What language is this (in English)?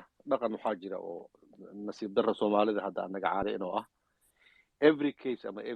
Somali